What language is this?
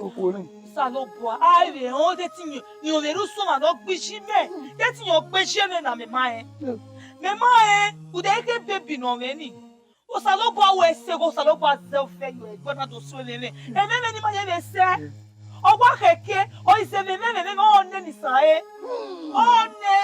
Bini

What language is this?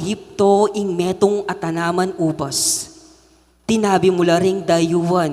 Pampanga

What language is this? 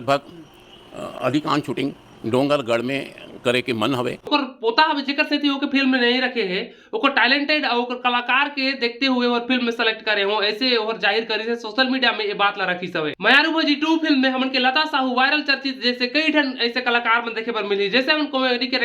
Chhattisgarhi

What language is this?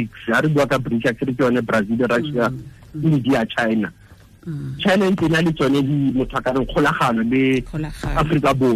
Tswana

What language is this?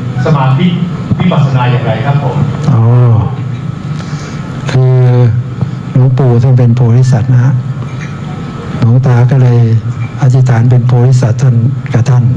Thai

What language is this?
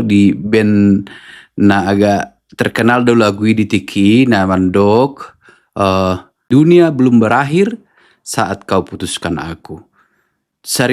Batak Toba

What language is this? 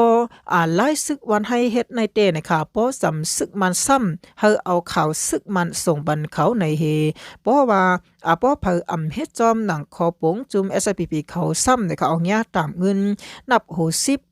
Shan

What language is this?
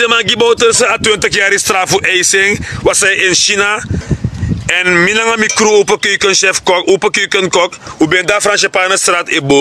Sranan Tongo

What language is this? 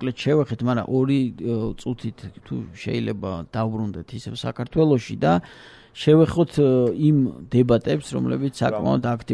Georgian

